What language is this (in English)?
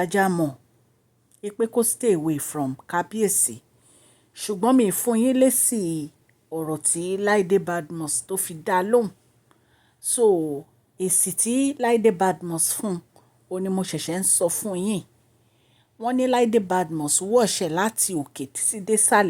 Yoruba